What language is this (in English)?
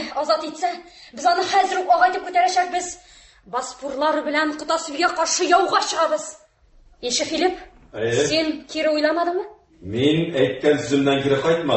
Tatar